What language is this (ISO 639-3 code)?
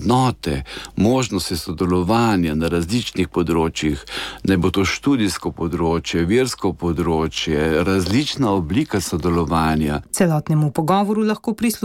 slv